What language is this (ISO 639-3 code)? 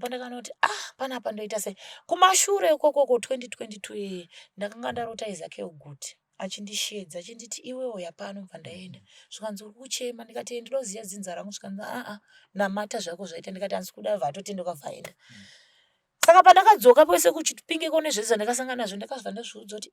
sna